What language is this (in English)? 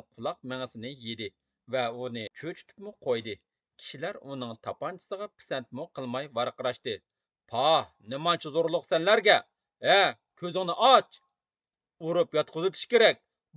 Uyghur